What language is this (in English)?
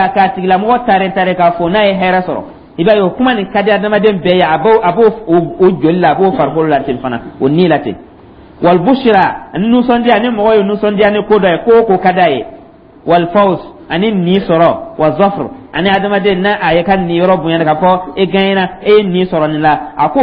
Dyula